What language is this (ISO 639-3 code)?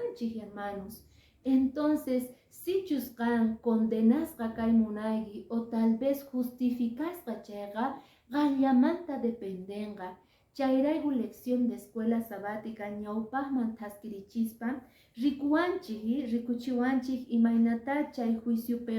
que